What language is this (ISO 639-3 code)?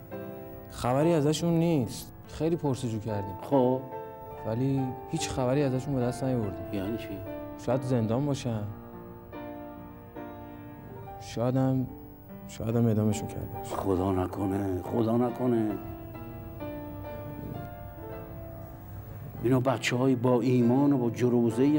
fas